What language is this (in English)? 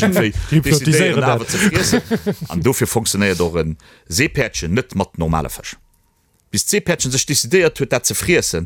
Luxembourgish